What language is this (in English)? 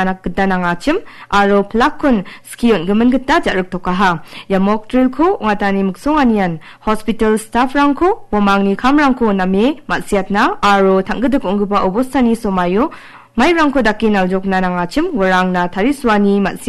Garo